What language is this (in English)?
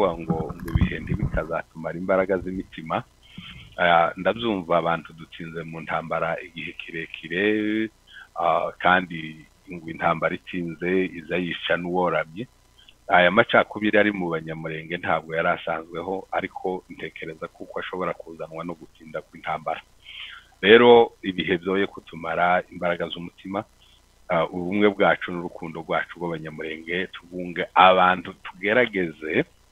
Kinyarwanda